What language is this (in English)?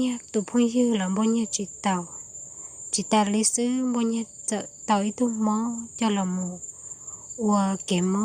Hmong